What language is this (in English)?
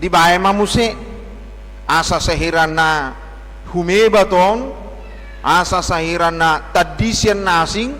Batak Toba